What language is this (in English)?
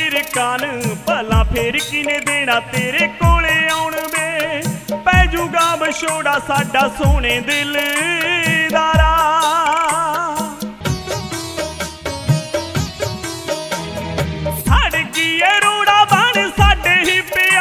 Punjabi